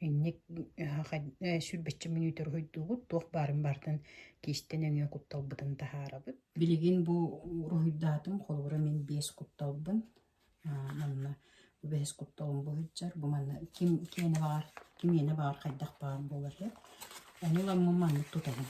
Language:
Yakut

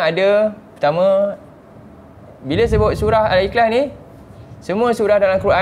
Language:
Malay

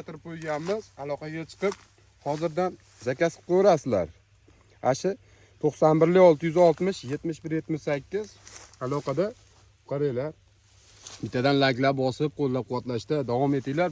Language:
Uzbek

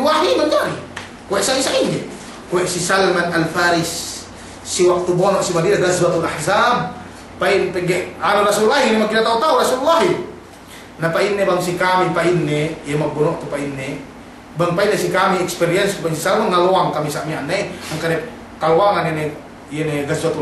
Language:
Yakan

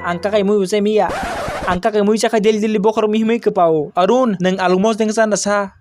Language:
Kok Borok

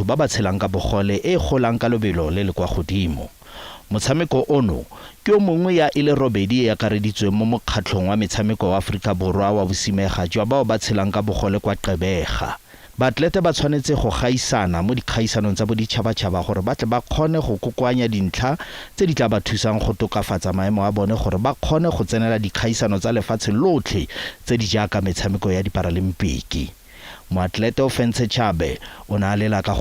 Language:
Tswana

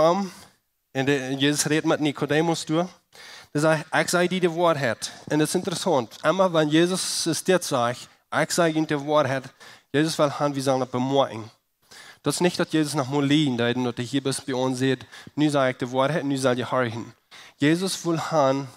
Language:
Plautdietsch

